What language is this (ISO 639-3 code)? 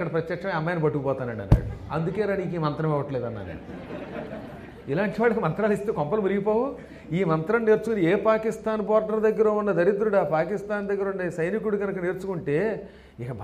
tel